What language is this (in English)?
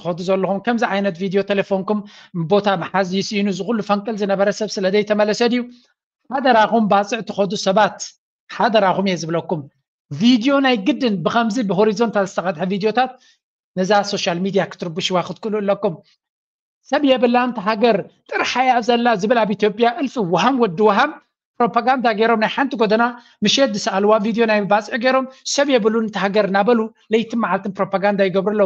Tigrinya